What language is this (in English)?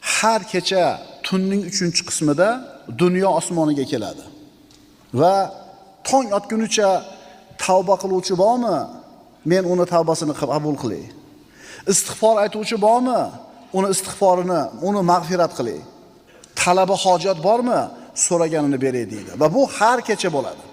Uzbek